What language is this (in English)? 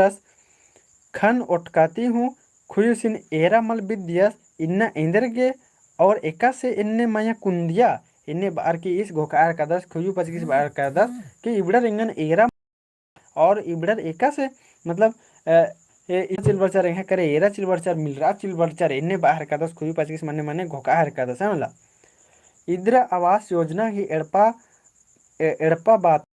Kurukh